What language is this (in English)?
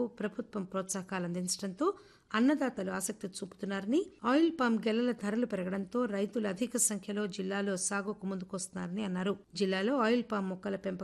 Telugu